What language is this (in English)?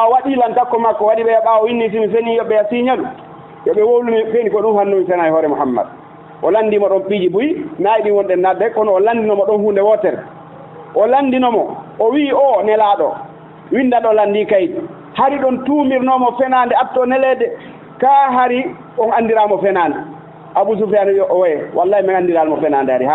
Fula